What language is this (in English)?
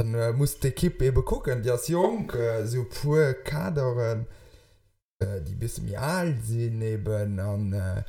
Luxembourgish